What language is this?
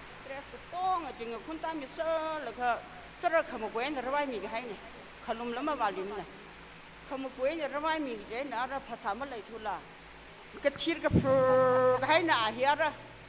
Tangkhul Naga (India)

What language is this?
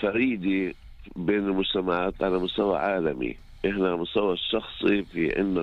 North Levantine Arabic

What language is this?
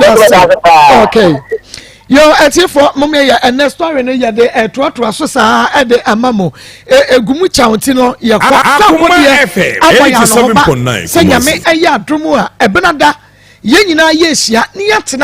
Akan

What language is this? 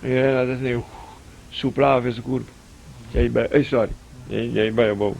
Papiamento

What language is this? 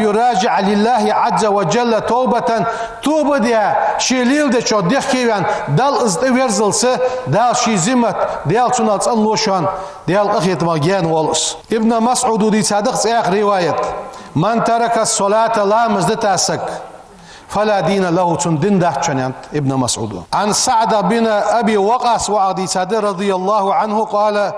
Ingush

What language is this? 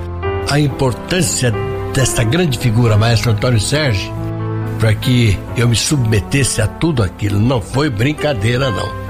Portuguese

